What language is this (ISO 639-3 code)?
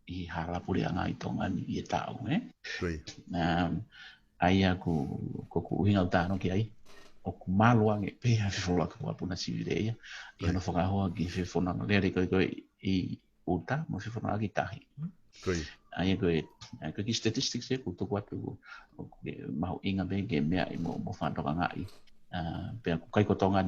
ton